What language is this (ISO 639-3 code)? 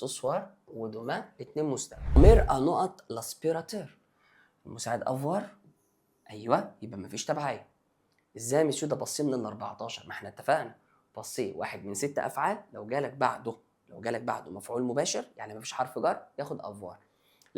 arz